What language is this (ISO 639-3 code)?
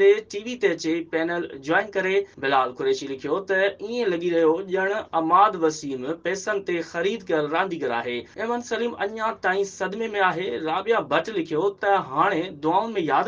snd